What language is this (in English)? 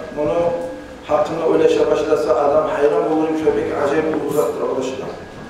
Kumyk